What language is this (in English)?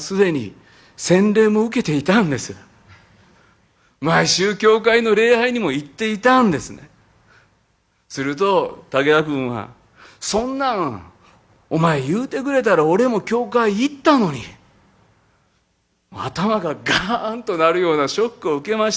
Japanese